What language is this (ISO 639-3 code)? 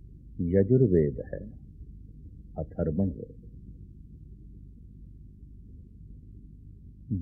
pan